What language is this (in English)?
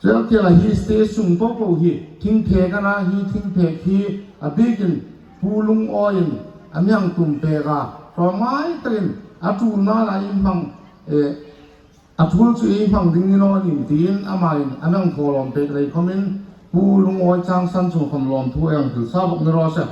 Hmar